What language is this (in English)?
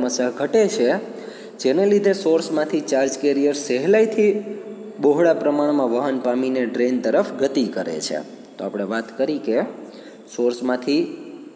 Gujarati